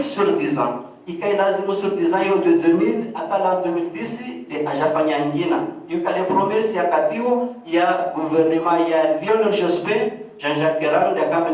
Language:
Ngazidja Comorian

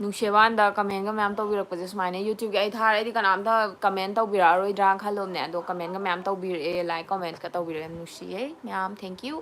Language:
Manipuri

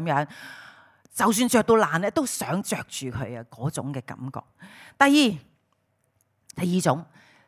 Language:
Cantonese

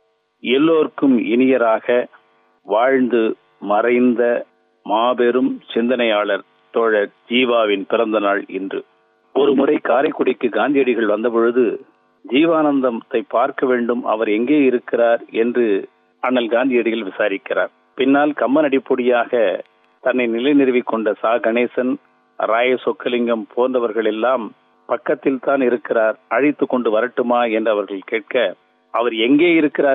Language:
Tamil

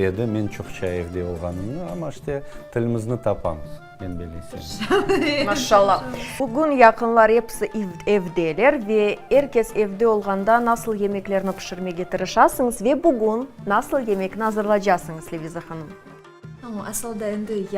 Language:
Crimean Tatar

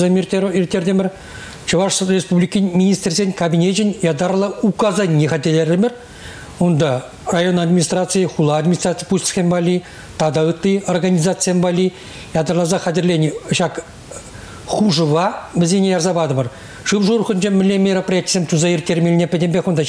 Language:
Chuvash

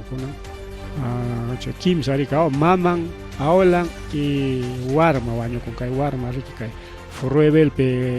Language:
Ayacucho Quechua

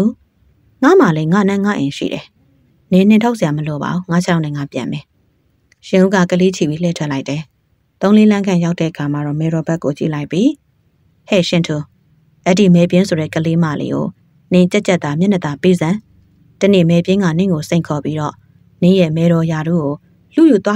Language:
Burmese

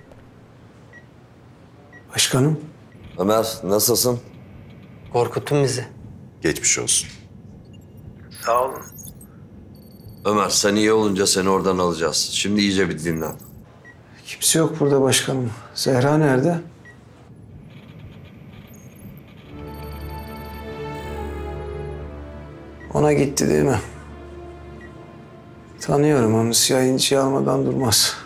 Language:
Turkish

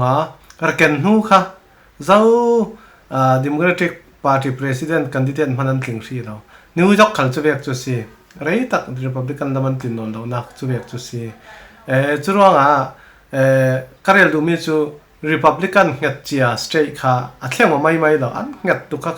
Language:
Falam Chin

